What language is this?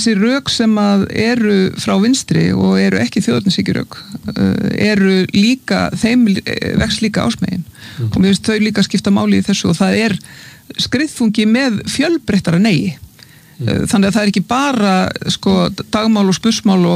Icelandic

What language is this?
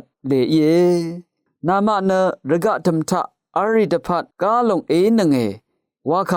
Rawang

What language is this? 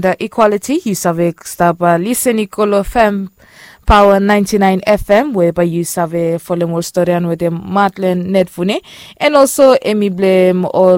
Bislama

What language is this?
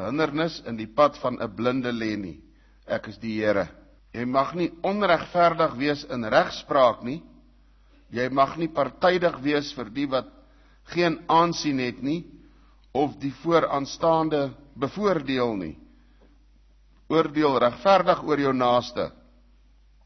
Afrikaans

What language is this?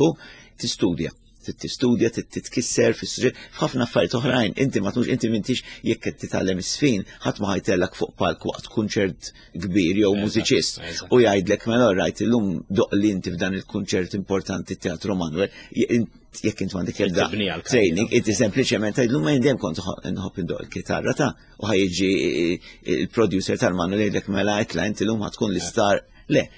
Maltese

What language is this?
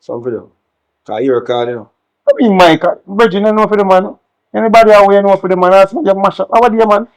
Jamaican Creole English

